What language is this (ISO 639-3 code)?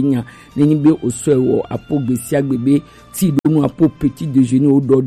gej